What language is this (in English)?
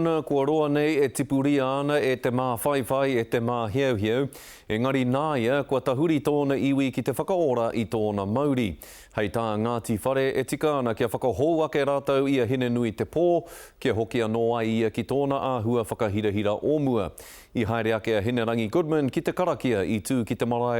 Māori